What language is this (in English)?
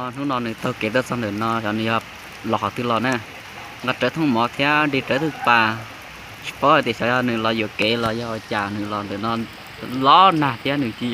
Hmong